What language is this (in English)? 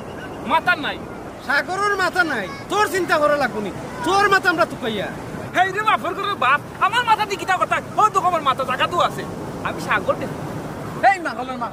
Sylheti